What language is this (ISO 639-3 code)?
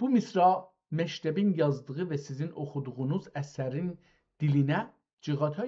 azb